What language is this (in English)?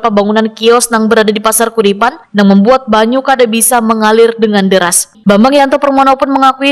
Banjar